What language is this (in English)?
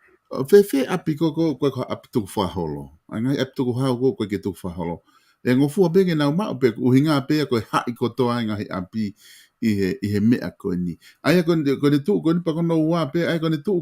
Tongan